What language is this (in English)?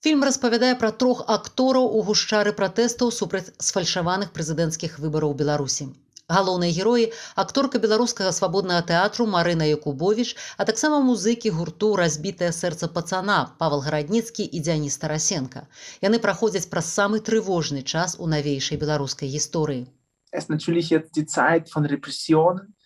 Belarusian